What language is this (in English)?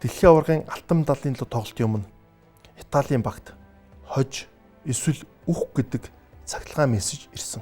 Mongolian